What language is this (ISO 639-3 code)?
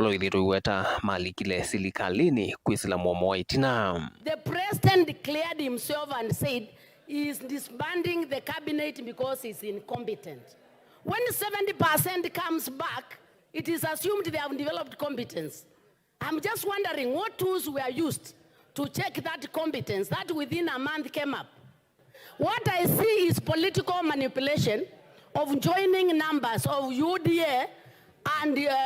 kam